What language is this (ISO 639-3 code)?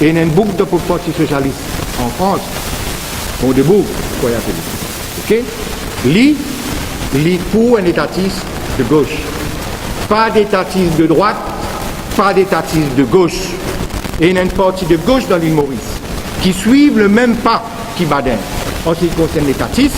mfe